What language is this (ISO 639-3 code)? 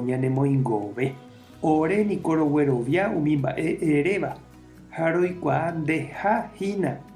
grn